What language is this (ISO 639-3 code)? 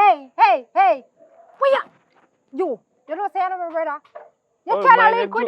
jam